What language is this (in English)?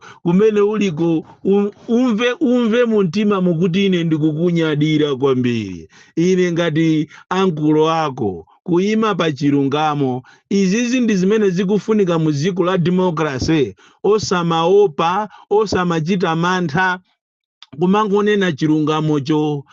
Nyanja